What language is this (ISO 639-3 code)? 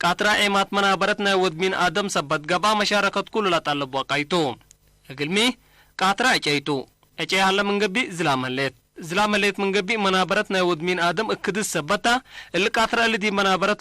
tig